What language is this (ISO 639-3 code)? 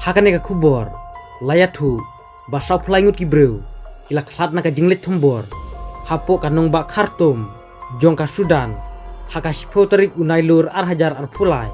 kha